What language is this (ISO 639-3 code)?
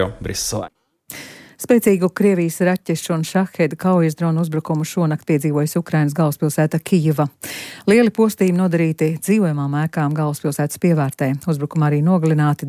lav